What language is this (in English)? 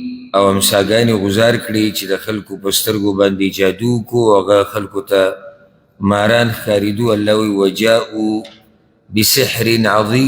Pashto